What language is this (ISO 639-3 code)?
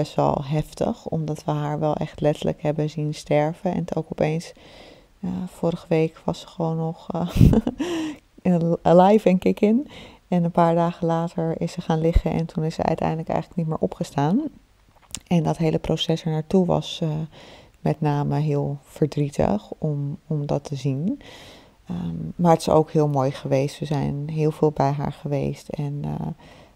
nld